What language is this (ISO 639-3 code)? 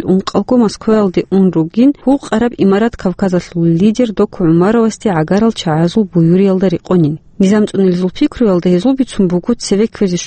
ava